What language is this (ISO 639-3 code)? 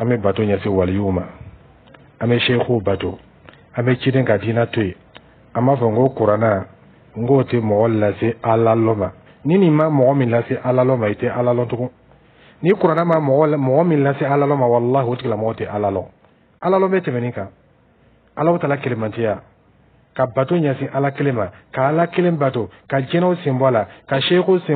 dyu